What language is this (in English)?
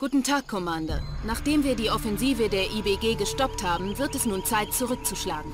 Bavarian